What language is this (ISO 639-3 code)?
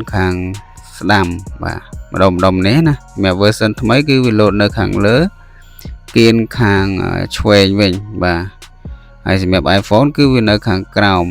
khm